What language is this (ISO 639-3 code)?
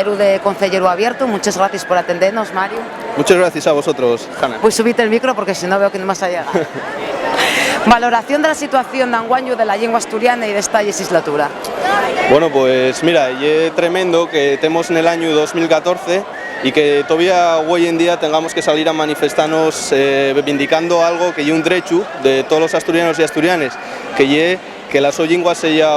ast